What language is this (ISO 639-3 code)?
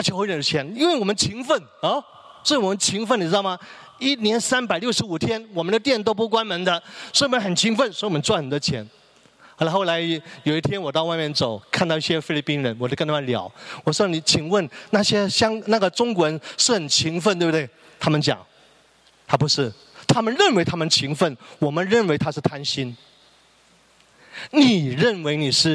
zho